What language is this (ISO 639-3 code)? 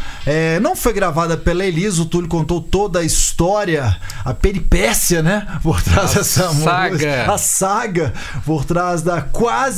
por